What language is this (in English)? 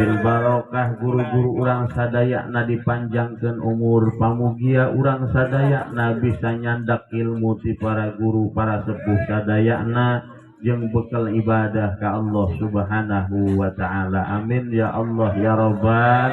Sundanese